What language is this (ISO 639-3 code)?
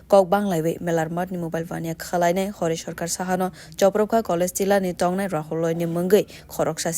trp